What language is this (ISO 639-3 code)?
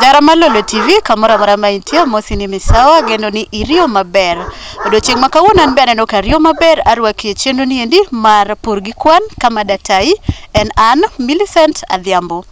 luo